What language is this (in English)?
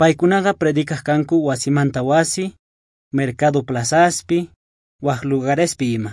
South Bolivian Quechua